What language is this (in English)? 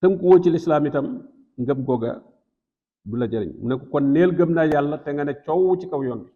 Wolof